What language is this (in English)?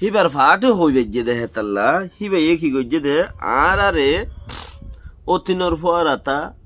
Rohingya